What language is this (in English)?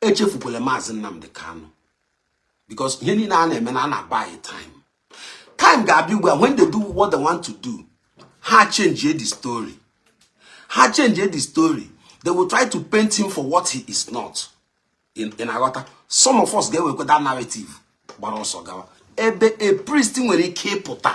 Igbo